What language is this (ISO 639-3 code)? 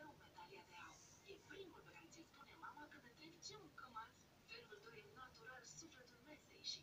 ron